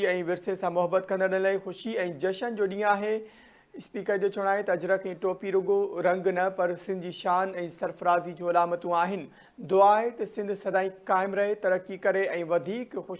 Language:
Sindhi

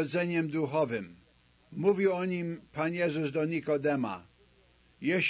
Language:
Polish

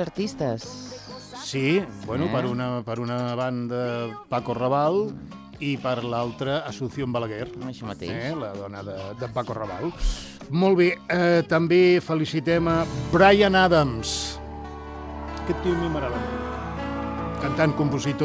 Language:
Catalan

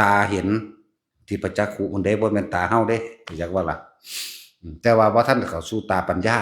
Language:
Lao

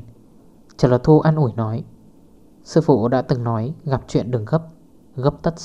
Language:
Vietnamese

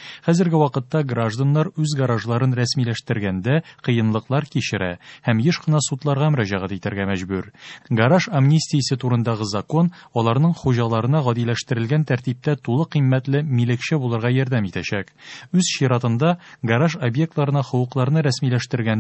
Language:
Tatar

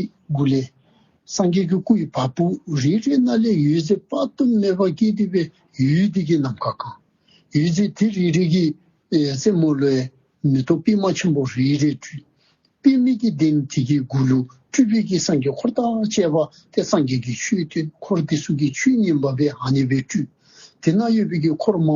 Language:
Dzongkha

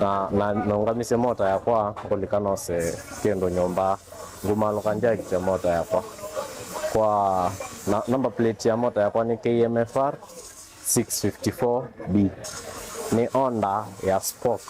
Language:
Kamba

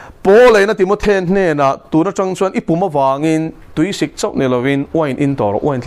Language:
Mizo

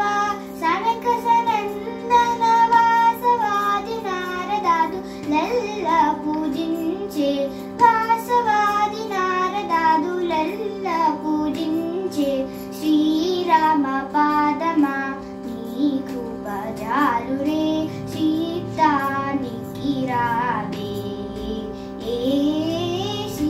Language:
Telugu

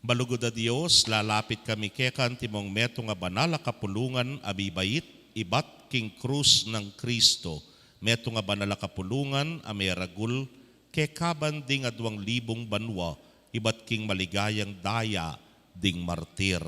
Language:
Pampanga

